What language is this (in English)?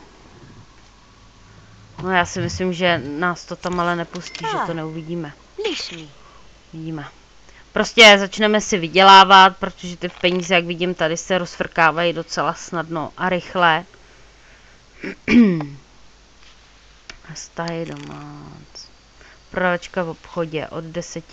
Czech